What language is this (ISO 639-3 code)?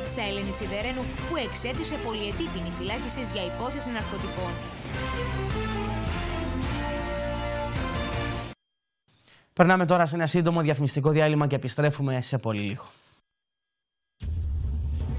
ell